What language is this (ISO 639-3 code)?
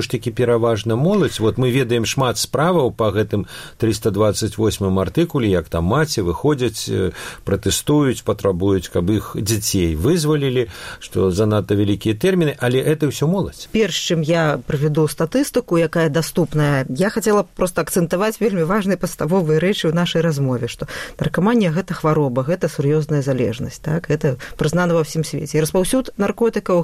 bel